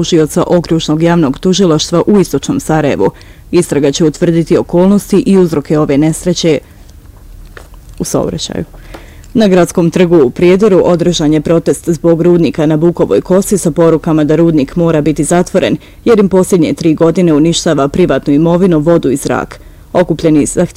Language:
Bosnian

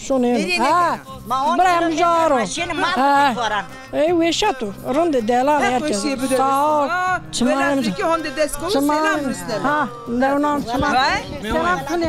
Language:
Zaza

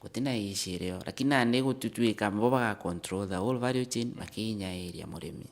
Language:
Meru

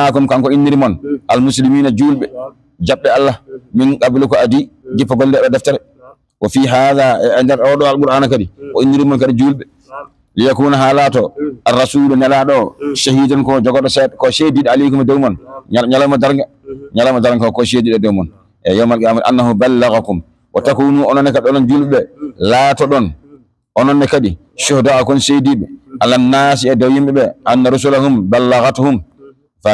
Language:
Fula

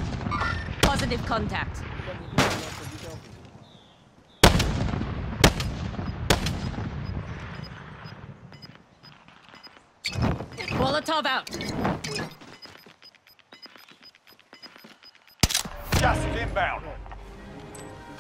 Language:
English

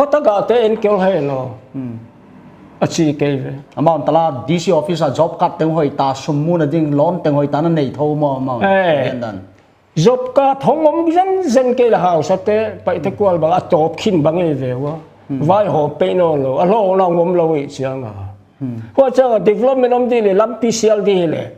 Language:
Paite Chin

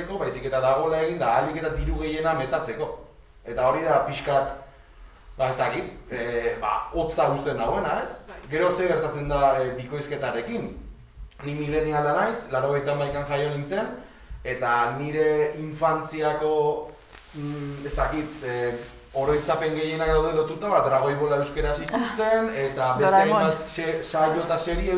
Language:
Basque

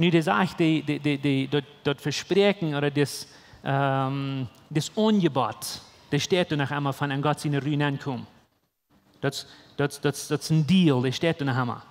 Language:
Plautdietsch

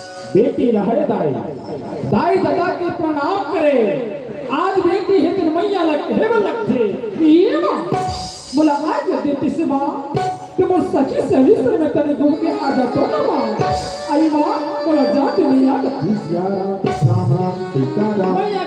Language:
Chhattisgarhi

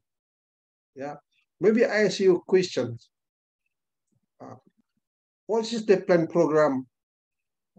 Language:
Indonesian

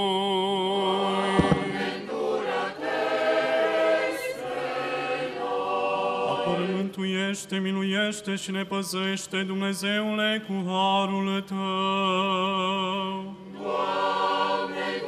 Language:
Romanian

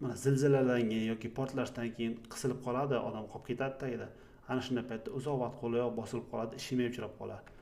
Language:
Uzbek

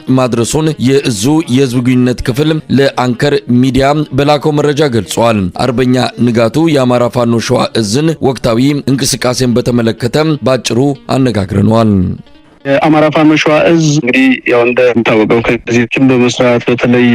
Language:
Amharic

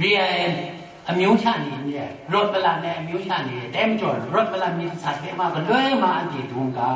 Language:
Kachin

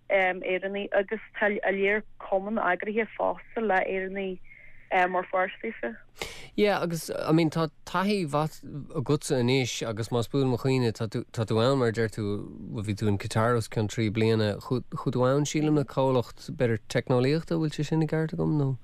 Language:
Irish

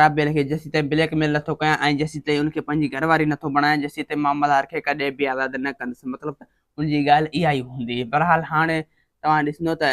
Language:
Sindhi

